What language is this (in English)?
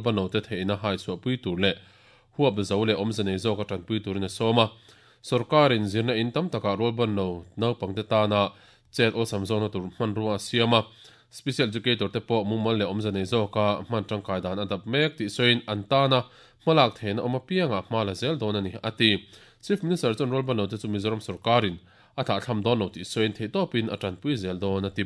Mizo